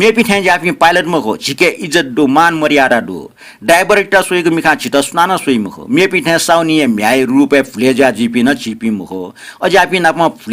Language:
Newari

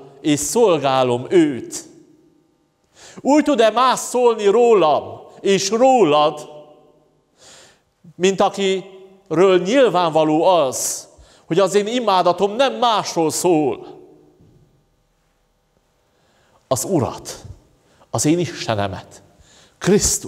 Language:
Hungarian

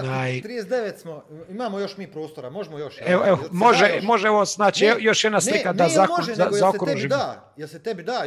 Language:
Croatian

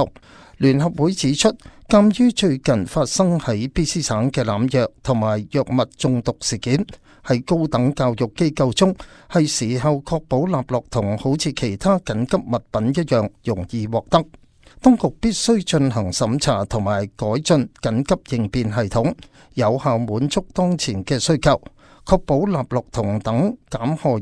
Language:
Cantonese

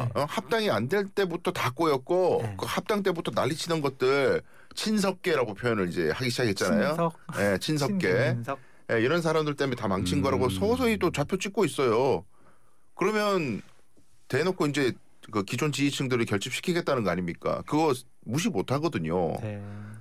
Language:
Korean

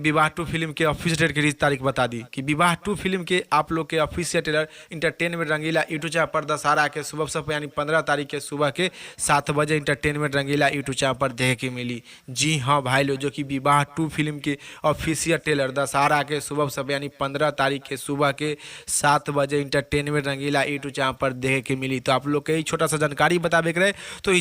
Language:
Bhojpuri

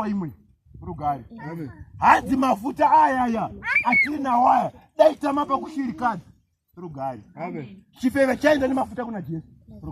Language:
Shona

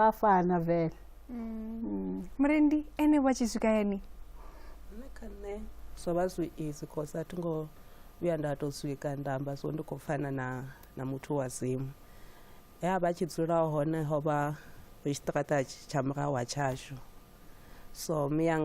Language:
Venda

